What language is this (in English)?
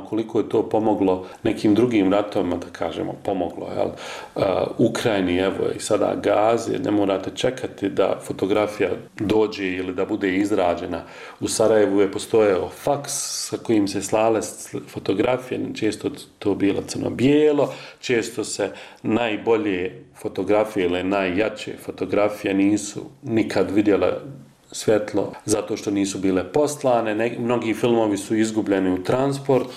Bosnian